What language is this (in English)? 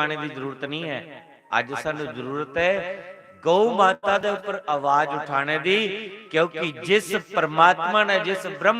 Dogri